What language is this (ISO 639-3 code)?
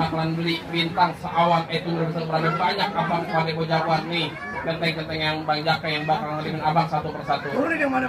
bew